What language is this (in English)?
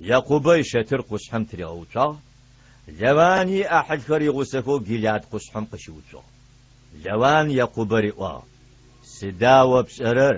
Adyghe